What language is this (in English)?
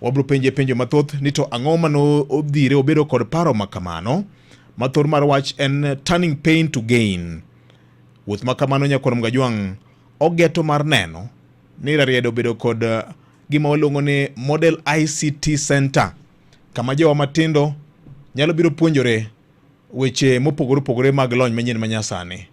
Luo (Kenya and Tanzania)